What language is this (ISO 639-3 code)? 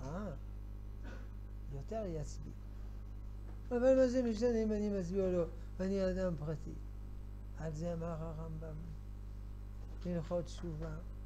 heb